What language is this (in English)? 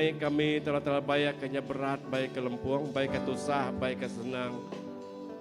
Iban